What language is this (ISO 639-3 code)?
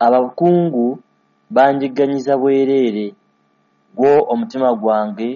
lug